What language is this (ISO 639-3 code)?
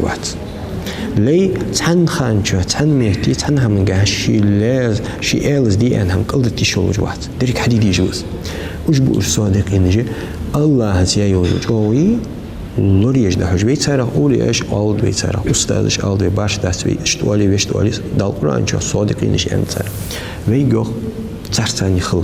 inh